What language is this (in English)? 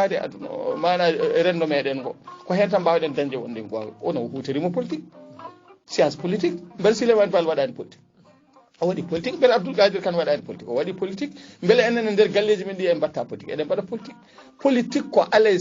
Fula